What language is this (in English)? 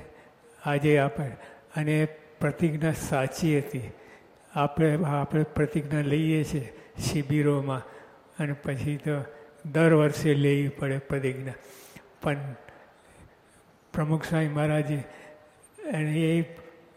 Gujarati